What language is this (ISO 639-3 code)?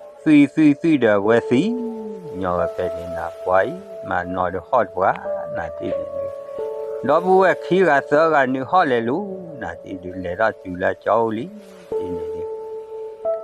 ksw